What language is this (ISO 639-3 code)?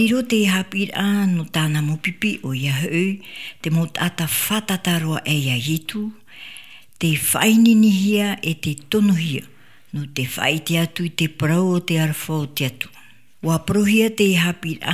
tah